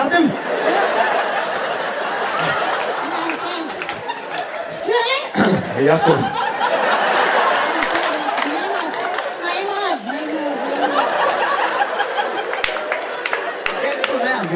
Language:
Hebrew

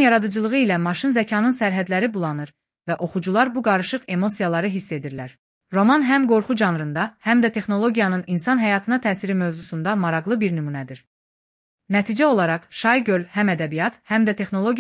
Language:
Azerbaijani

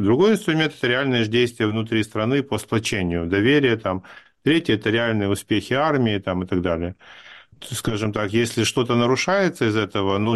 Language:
Russian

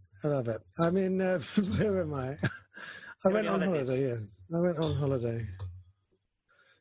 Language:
English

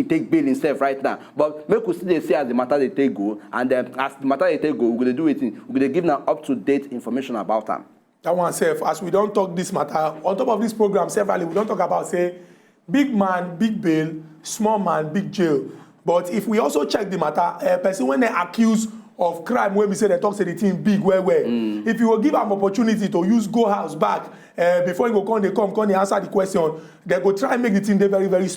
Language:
Nigerian Pidgin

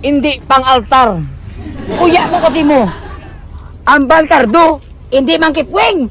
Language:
Hiligaynon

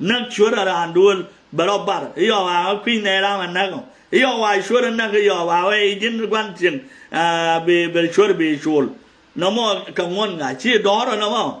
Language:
Nuer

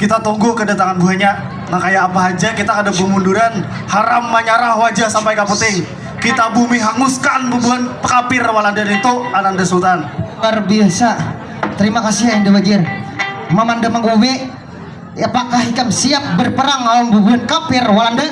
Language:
Banjar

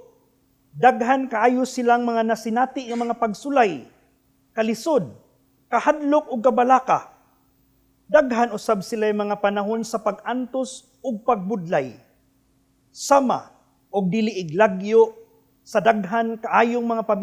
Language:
Cebuano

